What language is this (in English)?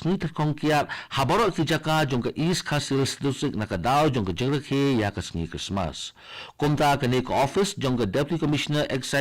Khasi